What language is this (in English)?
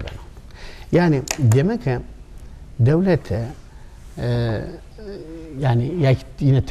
Zaza